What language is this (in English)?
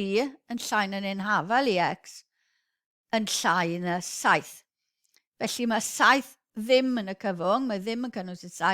Welsh